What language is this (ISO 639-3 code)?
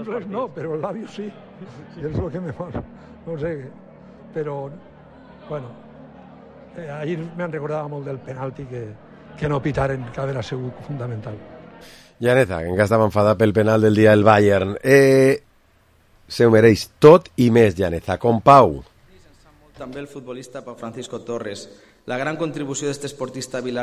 cat